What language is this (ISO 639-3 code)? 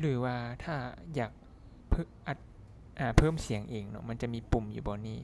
lao